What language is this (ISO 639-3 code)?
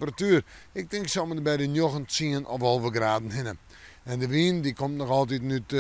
fry